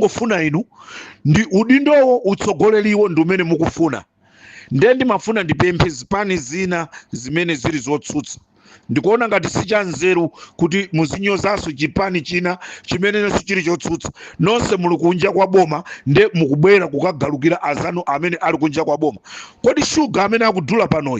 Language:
Nyanja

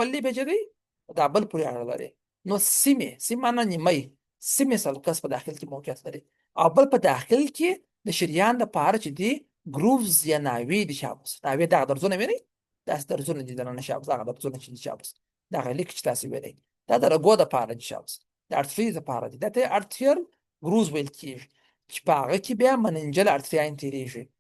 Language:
Pashto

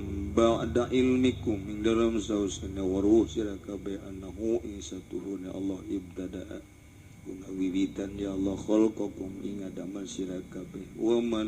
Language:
Sundanese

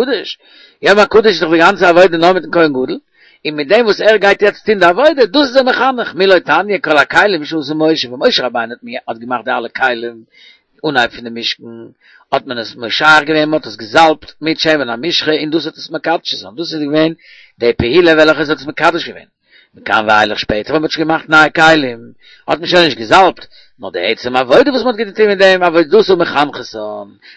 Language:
Yiddish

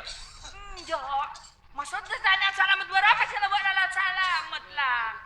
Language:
Madurese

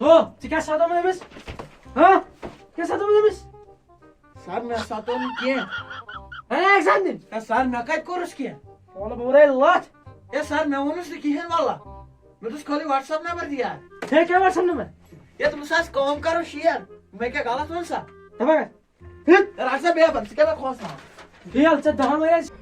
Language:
Kashmiri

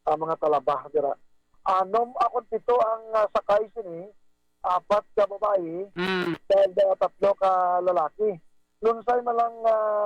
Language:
Hiligaynon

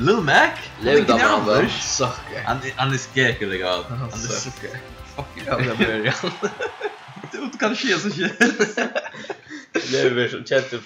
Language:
Faroese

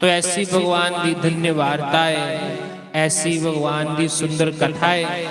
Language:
Dogri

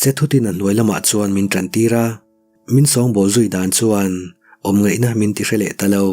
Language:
Mizo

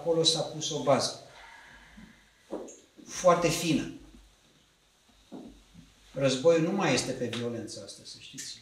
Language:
Romanian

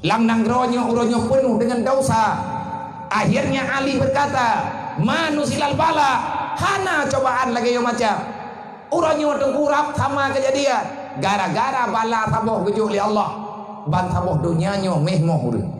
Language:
Achinese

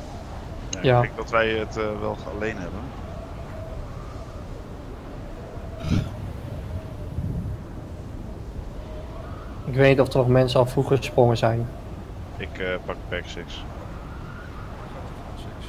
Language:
Dutch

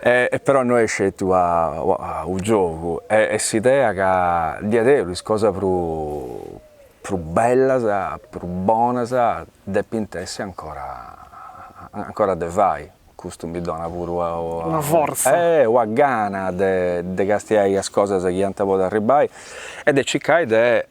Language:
Sardinian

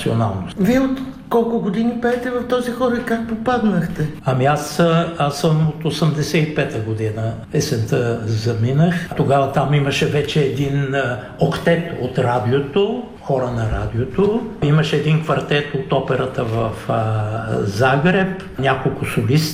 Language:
Bulgarian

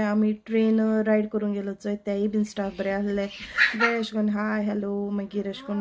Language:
Konkani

